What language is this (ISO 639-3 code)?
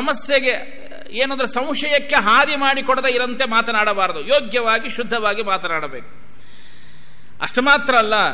kan